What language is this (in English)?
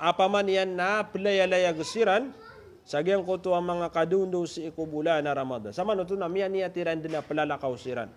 Maranao